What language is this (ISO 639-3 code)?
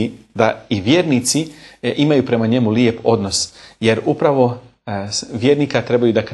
bos